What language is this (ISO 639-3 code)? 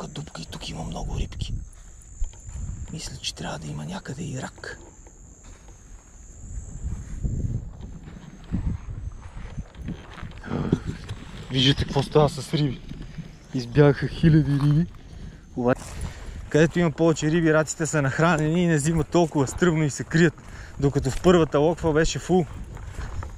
bul